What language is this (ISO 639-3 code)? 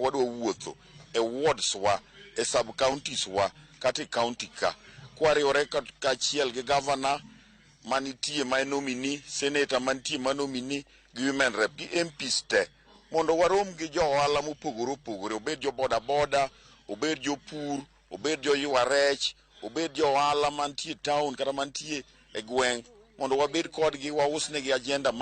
luo